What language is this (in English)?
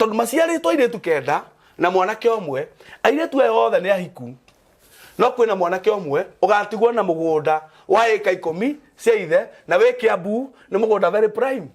Kikuyu